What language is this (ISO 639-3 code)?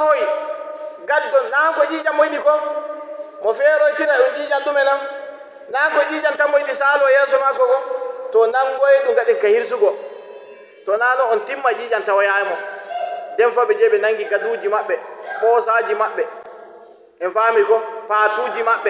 fuv